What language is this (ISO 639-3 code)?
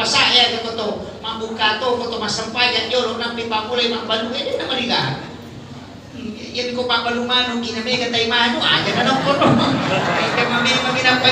bug